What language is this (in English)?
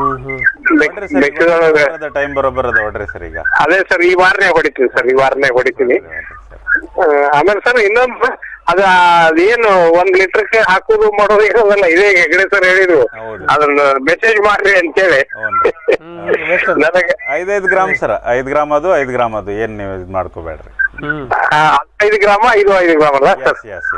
Kannada